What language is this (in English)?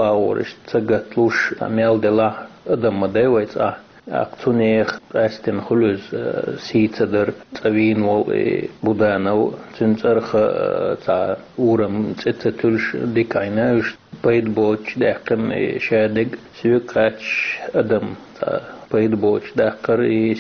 Chechen